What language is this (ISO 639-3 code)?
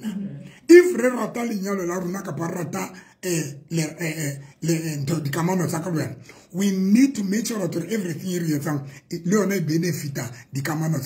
sot